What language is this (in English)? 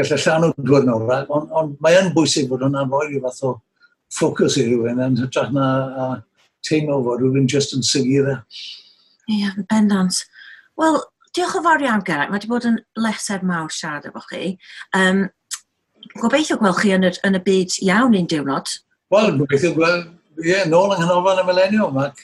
Welsh